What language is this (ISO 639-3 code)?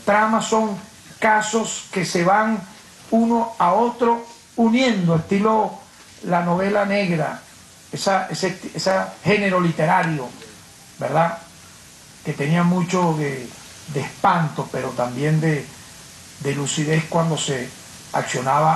spa